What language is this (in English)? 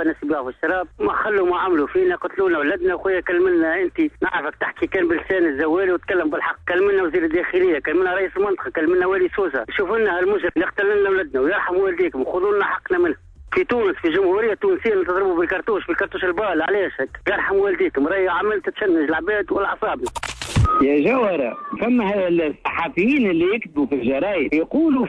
Tunisian Arabic